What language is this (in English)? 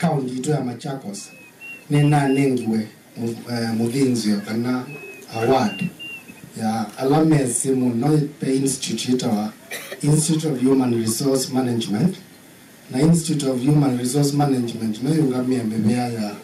Kamba